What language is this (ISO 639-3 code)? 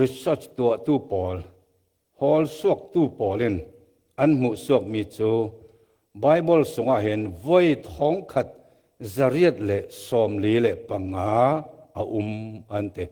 cfm